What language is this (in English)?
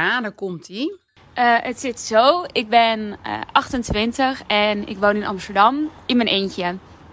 Dutch